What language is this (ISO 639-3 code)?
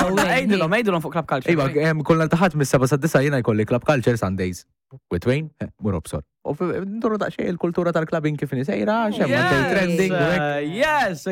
mlt